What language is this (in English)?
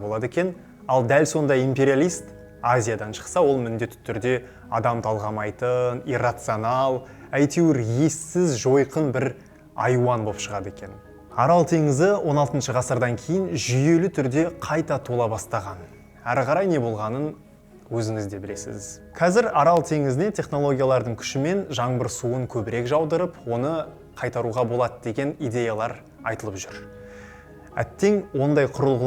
Kazakh